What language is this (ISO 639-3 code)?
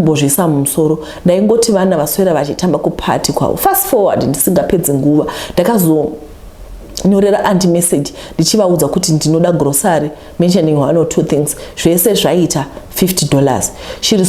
sna